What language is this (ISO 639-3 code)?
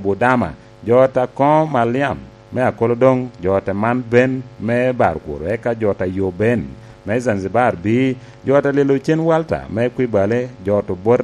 laj